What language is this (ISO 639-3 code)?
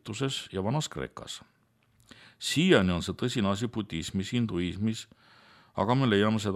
est